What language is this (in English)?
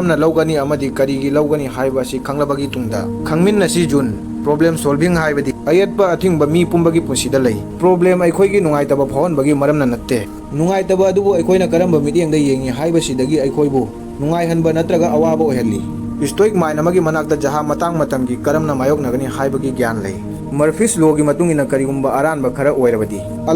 Manipuri